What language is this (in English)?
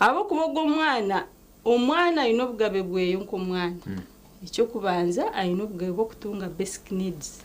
Nyankole